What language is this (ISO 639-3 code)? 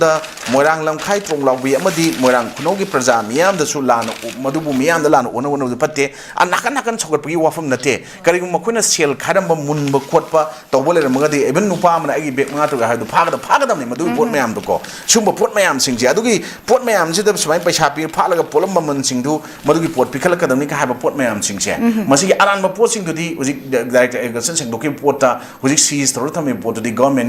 mni